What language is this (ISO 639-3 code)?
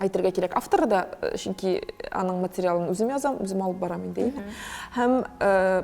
tat